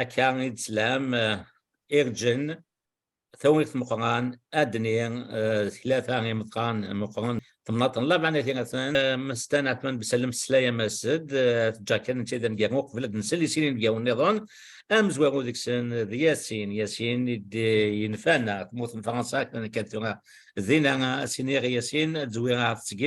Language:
Kabyle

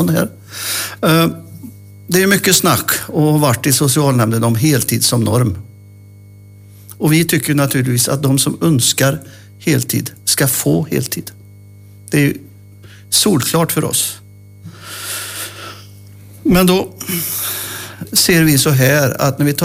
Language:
Swedish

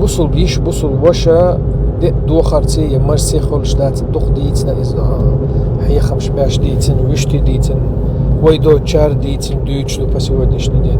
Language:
Chechen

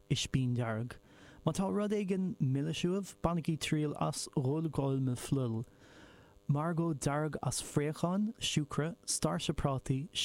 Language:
Irish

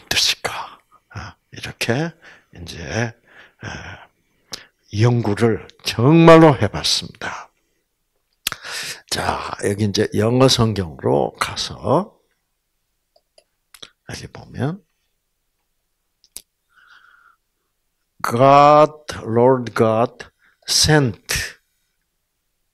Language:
Korean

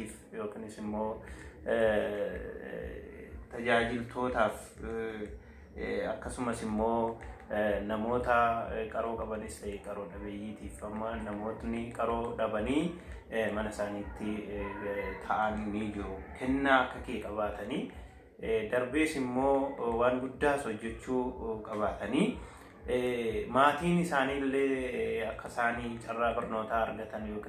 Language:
Oromo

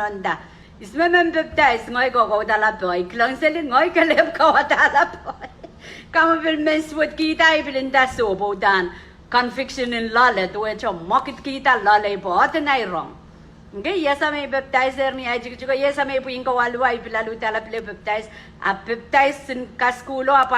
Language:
Pohnpeian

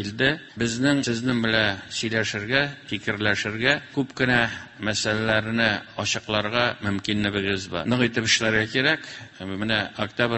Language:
Tatar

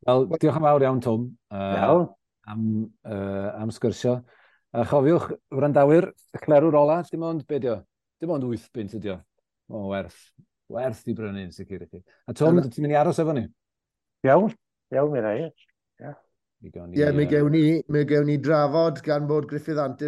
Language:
Welsh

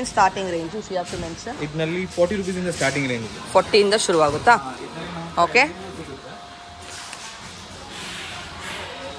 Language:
Kannada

